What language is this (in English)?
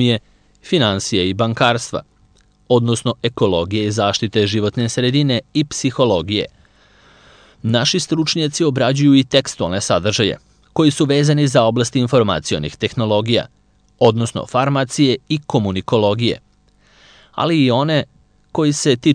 Serbian